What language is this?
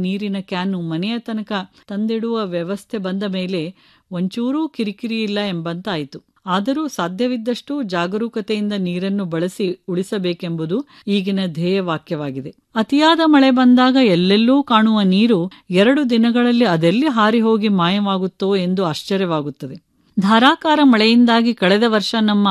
Kannada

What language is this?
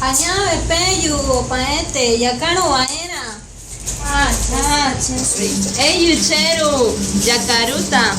Guarani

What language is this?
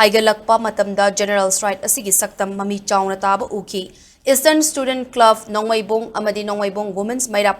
Manipuri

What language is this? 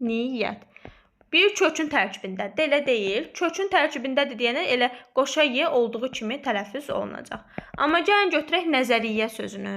Azerbaijani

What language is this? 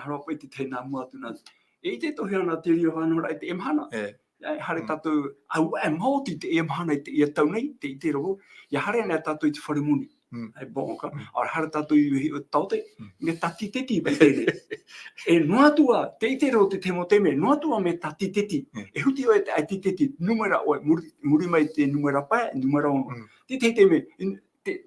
Tahitian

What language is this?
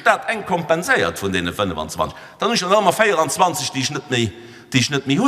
Luxembourgish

